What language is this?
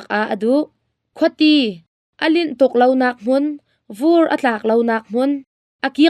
Hakha Chin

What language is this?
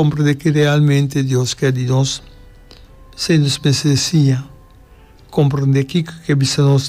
Papiamento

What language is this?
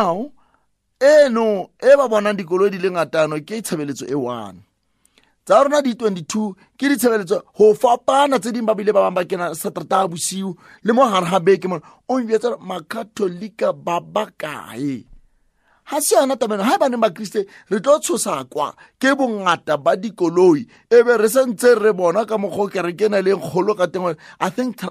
Southern Sotho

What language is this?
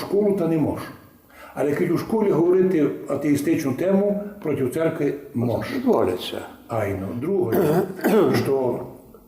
Rusyn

